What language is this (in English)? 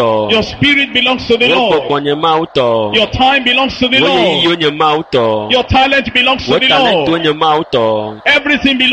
Ewe